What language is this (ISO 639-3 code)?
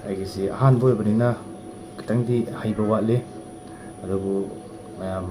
mni